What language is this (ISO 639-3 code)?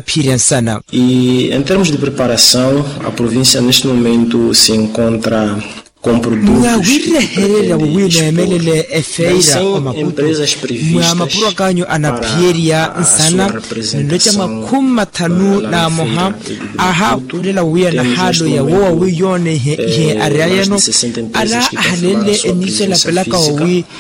vmw